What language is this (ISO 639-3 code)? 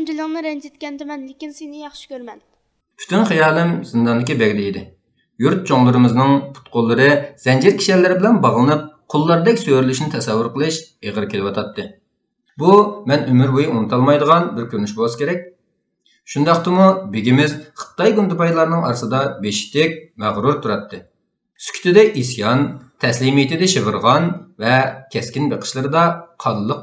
uig